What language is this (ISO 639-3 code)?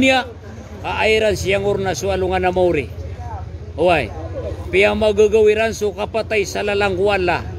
mrw